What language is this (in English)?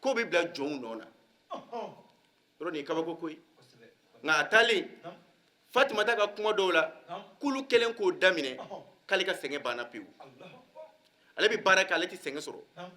Bambara